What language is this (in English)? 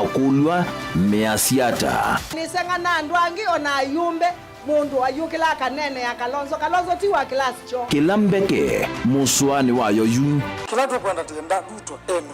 Kamba